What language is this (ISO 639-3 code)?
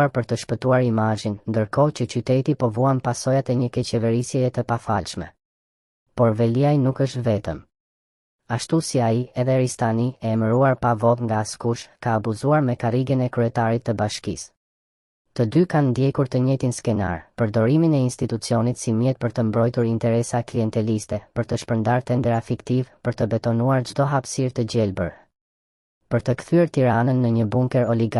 sqi